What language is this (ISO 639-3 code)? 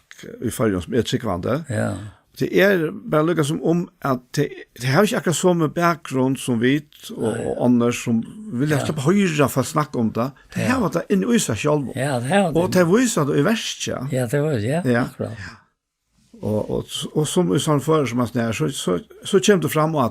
fao